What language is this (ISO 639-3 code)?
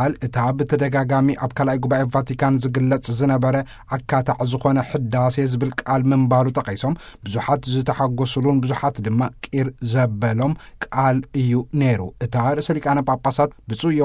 tir